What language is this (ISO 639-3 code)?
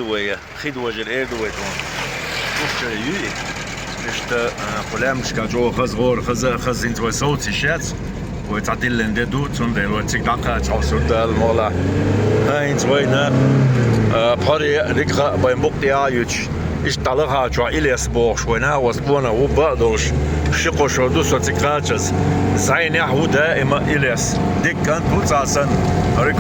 che